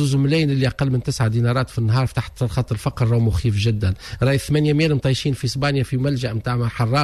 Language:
Tunisian Arabic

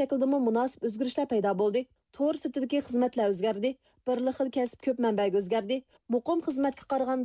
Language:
Uyghur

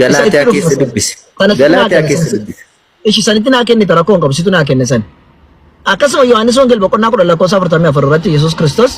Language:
Oromo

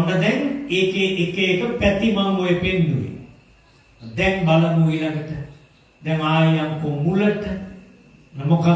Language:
Sinhala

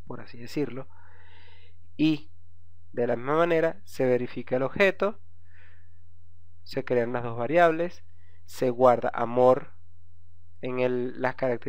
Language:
Spanish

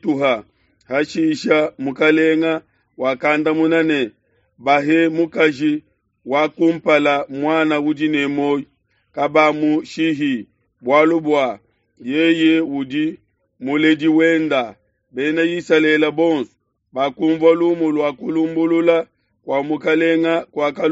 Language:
Luba-Lulua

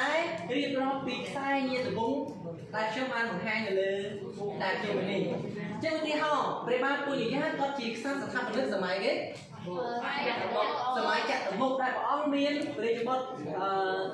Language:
Khmer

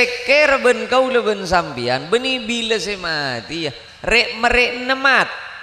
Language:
Madurese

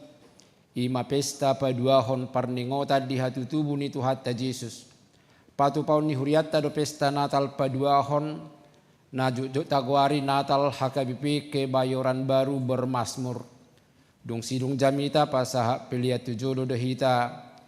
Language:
Batak Toba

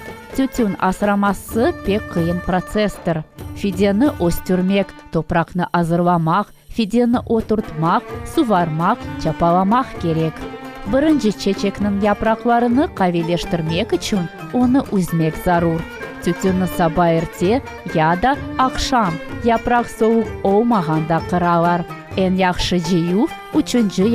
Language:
Crimean Tatar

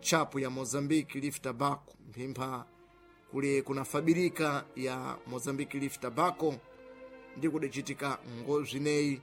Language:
Sena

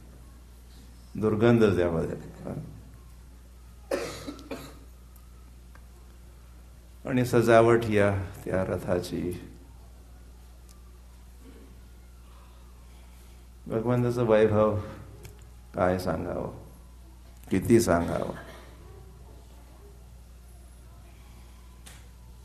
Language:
Marathi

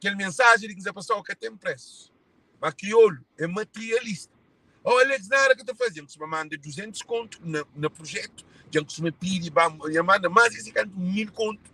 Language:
Kabuverdianu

